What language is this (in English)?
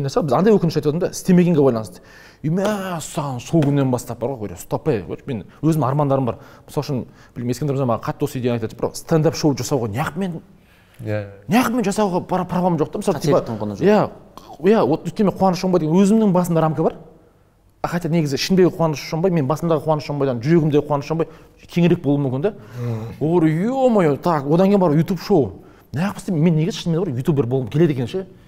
Kazakh